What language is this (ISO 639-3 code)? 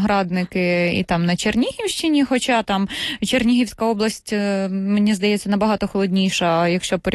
ukr